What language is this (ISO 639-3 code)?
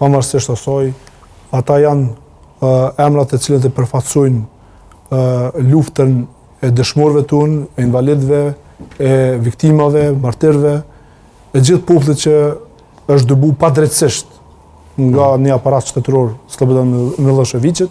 sqi